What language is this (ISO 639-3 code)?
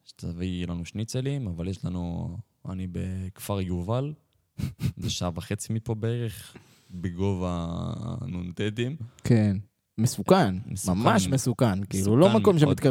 heb